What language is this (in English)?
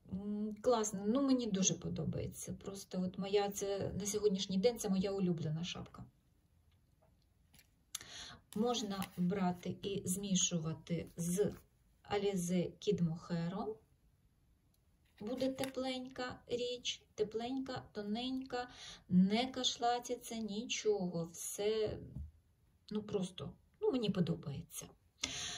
Ukrainian